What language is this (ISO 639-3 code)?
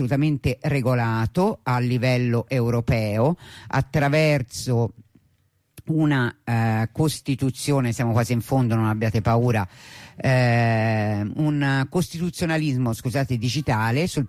ita